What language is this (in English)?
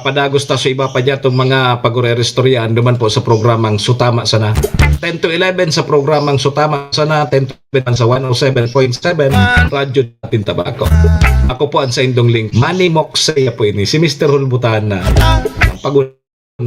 Bikol